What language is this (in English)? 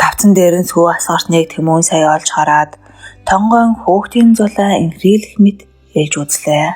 Mongolian